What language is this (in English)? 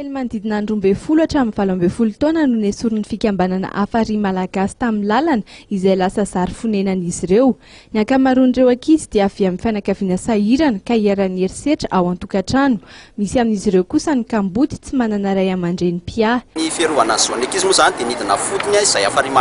Malagasy